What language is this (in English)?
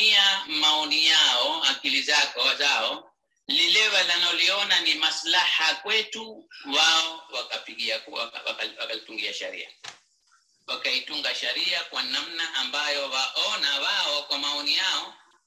Swahili